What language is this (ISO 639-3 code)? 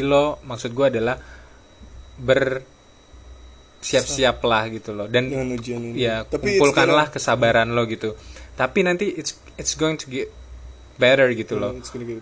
ind